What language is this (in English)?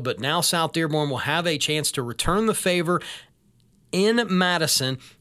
English